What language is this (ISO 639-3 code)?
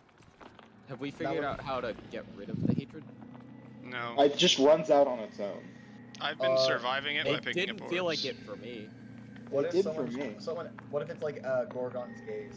eng